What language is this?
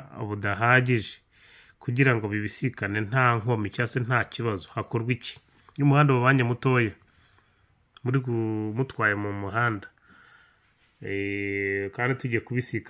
Kinyarwanda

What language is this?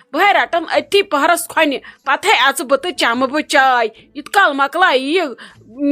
Kashmiri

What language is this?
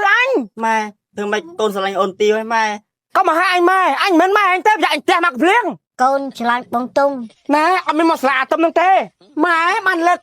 Khmer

